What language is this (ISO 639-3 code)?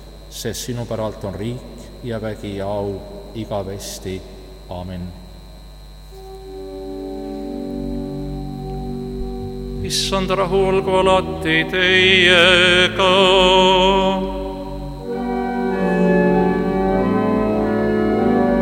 est